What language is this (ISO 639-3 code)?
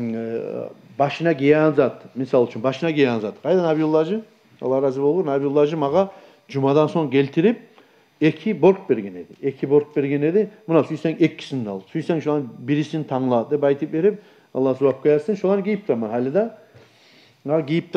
kum